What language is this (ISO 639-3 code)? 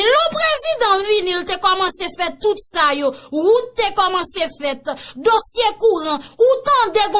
hat